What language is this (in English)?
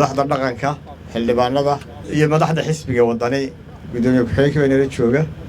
Somali